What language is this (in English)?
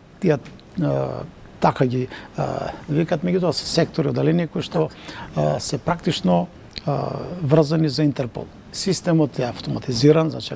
Macedonian